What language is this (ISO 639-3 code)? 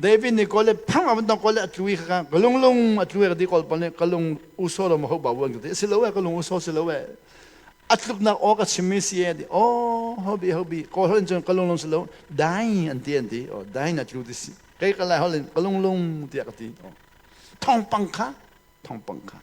cnh